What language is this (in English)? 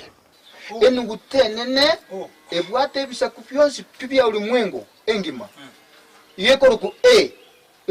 Gusii